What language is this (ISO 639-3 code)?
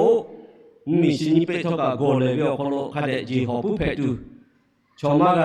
lhu